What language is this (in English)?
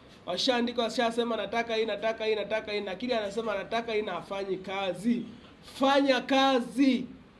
Swahili